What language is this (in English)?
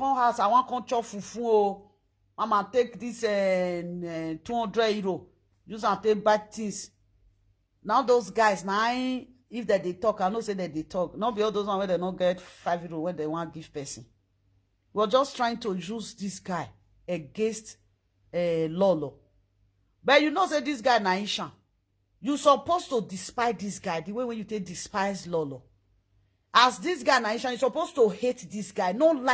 Nigerian Pidgin